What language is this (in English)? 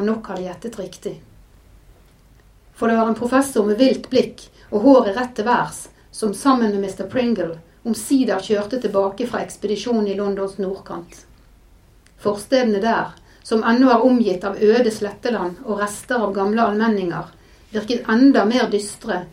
Norwegian